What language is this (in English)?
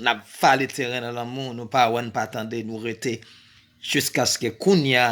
Haitian Creole